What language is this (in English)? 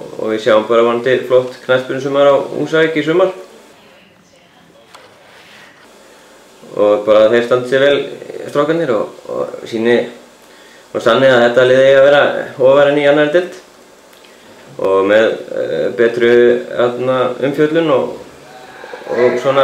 Icelandic